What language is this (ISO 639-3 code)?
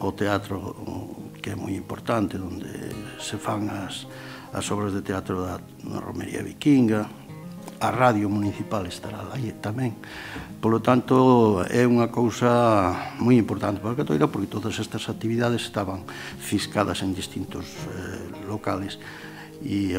glg